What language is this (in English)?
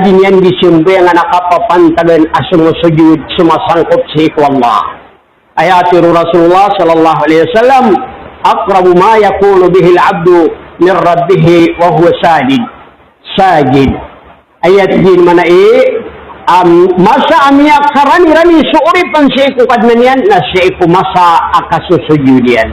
Maranao